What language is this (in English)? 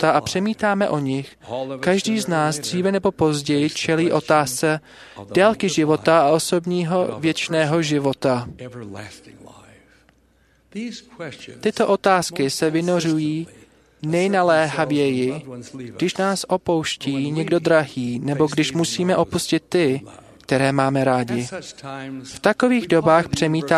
Czech